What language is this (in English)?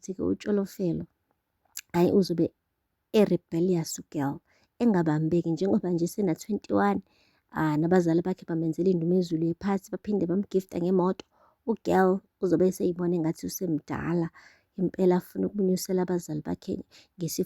Zulu